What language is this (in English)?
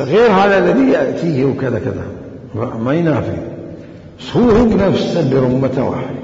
Mesopotamian Arabic